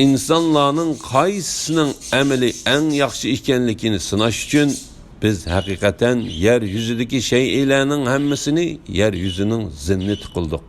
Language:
Uyghur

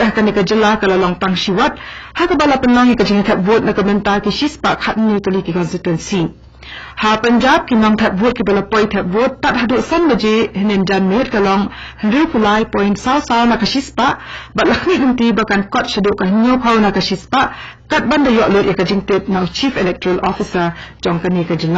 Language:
Khasi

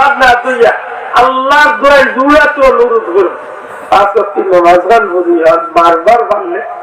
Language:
Sylheti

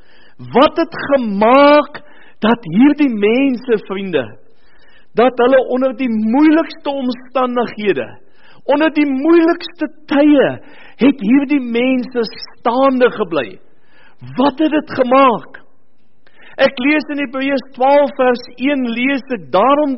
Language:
Afrikaans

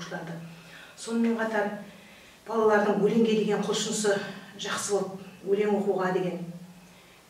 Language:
Kazakh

